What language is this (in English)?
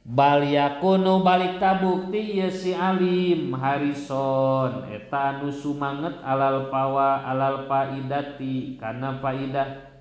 Sundanese